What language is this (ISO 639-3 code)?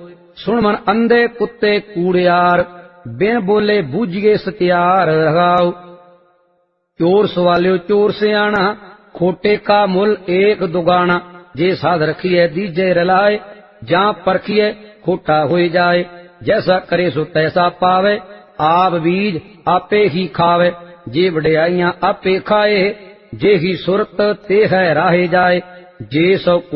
pan